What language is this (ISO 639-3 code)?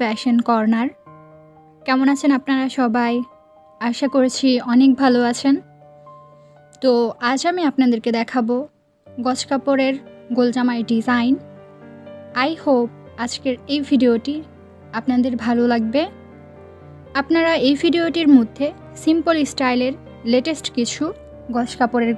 ben